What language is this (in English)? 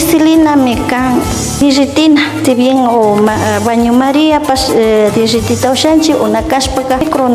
Imbabura Highland Quichua